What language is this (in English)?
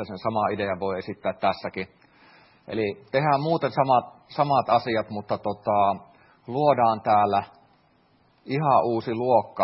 Finnish